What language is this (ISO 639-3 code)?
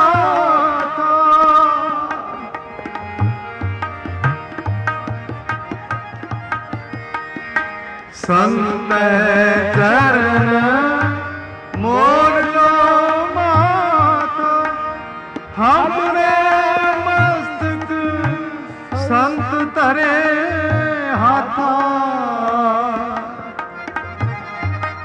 pan